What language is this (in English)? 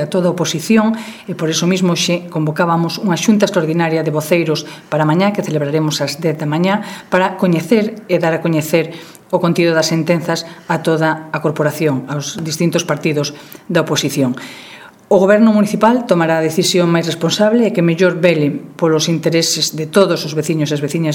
Galician